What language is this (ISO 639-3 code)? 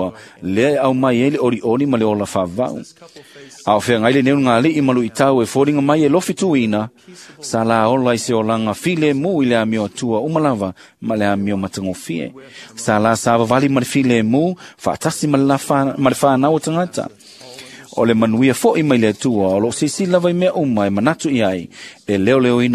smo